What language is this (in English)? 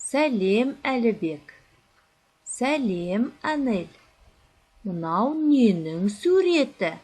Kazakh